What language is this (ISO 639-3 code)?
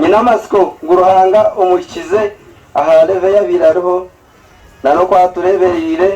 nyn